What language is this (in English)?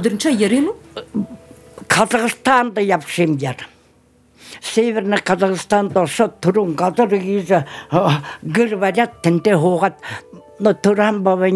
Buriat